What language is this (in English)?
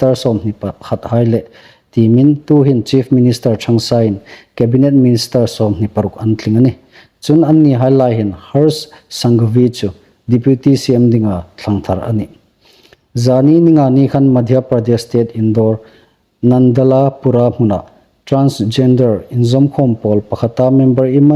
Hmar